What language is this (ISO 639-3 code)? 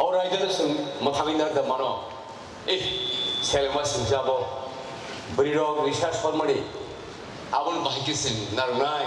trp